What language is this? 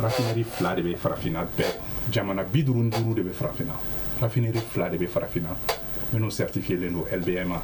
Bambara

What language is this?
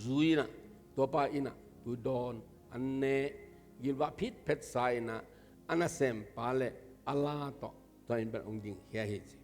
Tedim Chin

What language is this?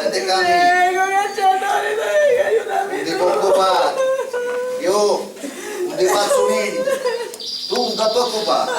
Sicilian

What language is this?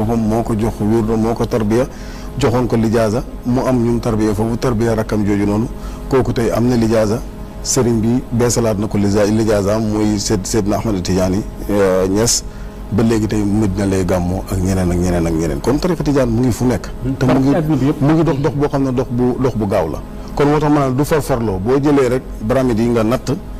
Wolof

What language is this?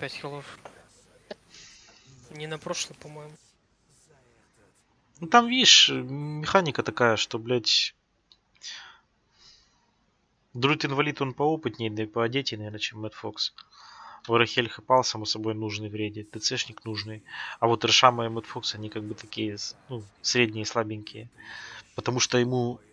Russian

